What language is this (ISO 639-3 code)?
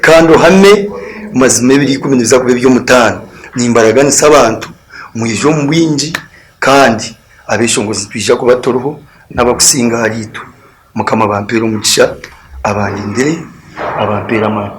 nyn